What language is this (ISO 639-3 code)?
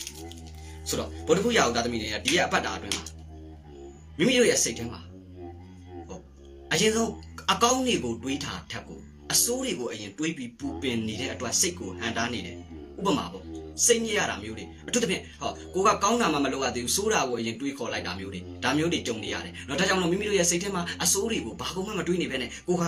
mya